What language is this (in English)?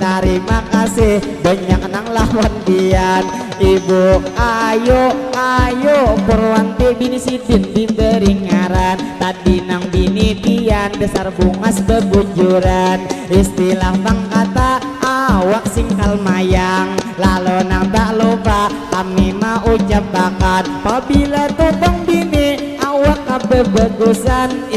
Banjar